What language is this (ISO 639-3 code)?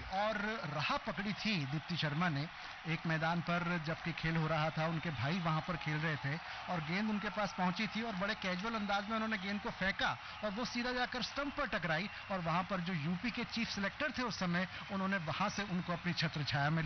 hin